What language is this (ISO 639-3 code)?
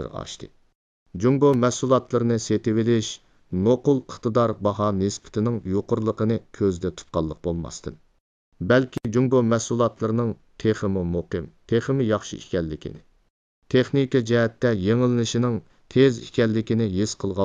uig